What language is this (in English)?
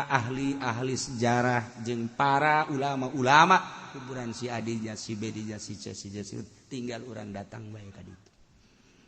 Sundanese